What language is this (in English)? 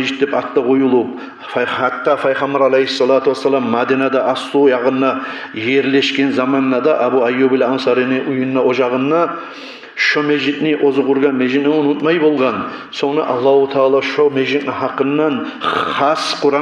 Kumyk